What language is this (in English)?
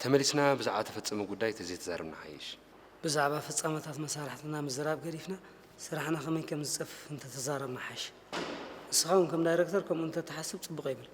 Tigrinya